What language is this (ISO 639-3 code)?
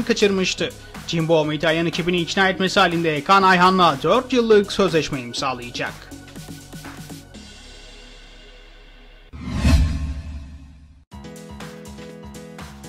tur